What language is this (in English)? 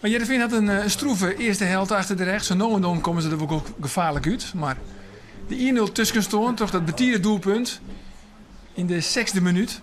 Western Frisian